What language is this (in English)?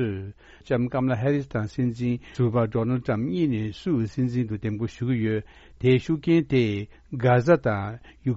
Tibetan